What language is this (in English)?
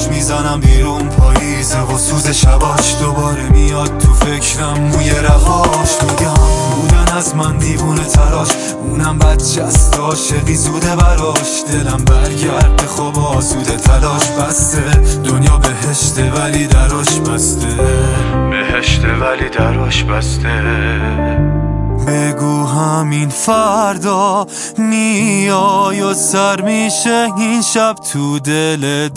Persian